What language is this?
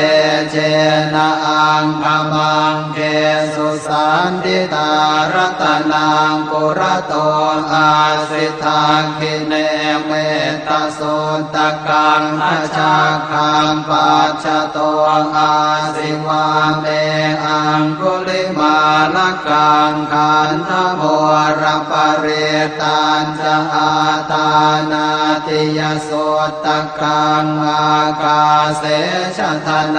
Pali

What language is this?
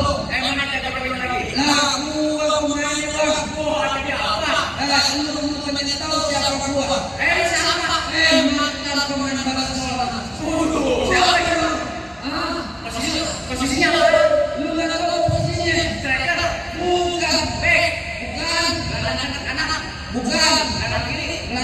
Betawi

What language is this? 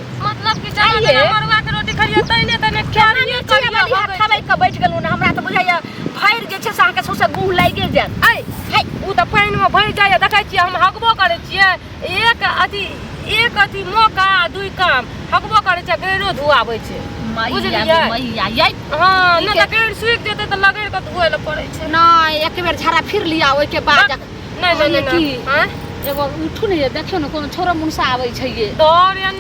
Maithili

